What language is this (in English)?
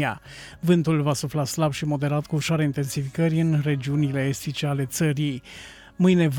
Romanian